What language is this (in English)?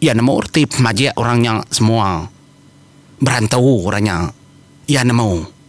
Iban